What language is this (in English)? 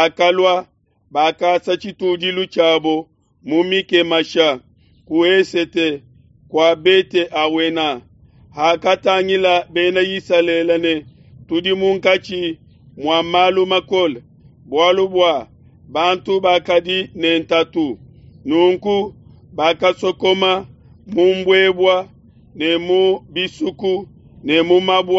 Luba-Lulua